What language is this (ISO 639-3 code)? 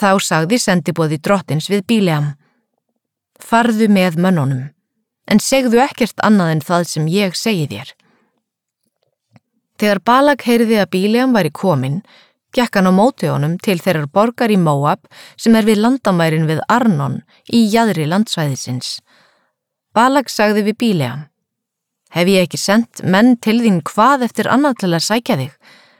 isl